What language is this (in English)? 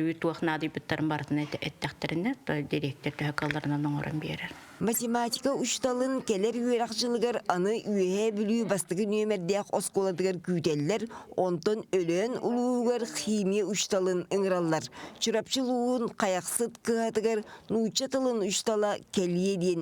Yakut